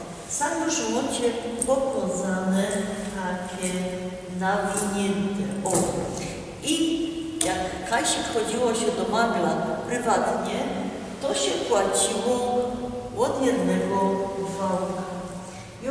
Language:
Silesian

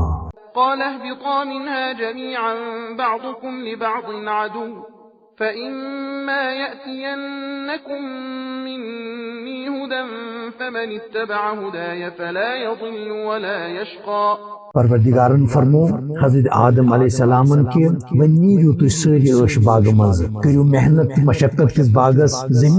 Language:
Kashmiri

